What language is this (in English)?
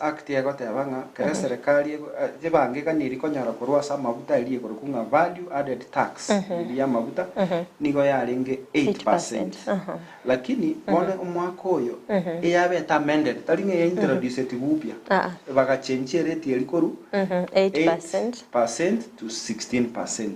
Gusii